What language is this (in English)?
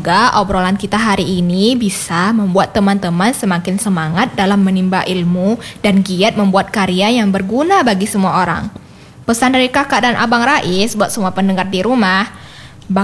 Indonesian